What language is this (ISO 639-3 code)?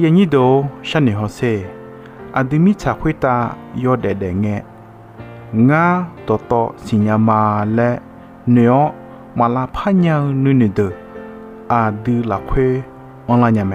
ahk